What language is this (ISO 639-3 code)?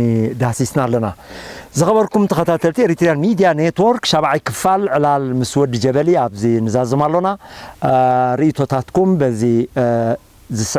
tir